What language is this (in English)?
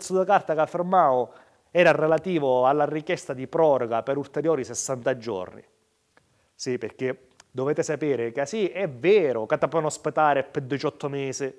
Sicilian